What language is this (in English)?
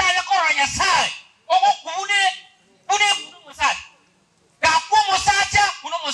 Gusii